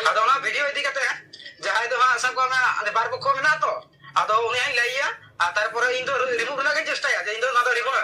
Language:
Santali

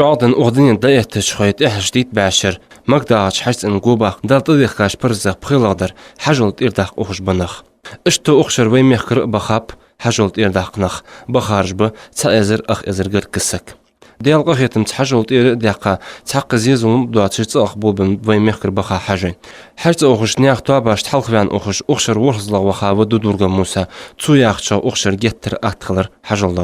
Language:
Ingush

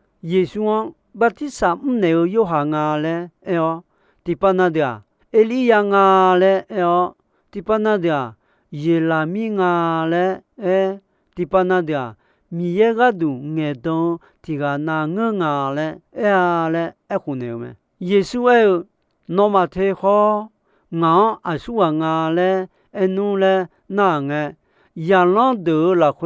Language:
Akha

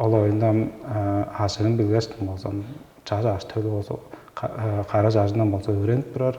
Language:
Tuvinian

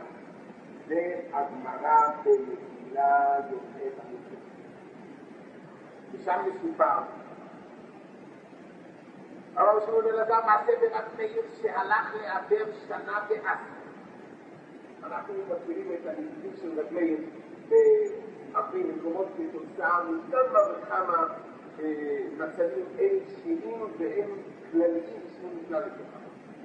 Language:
Hebrew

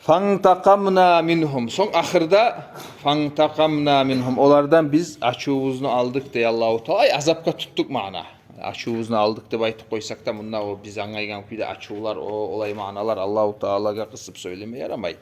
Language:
Kumyk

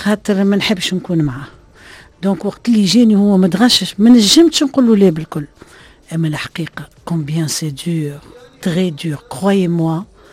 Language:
Tunisian Arabic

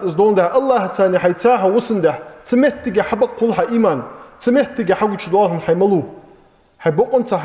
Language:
Ingush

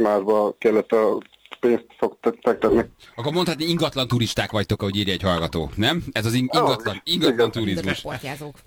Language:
Hungarian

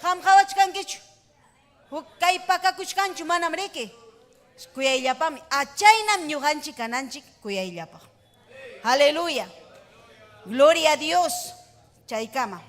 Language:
Ayacucho Quechua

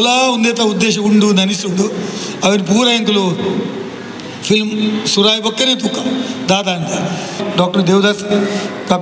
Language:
Tulu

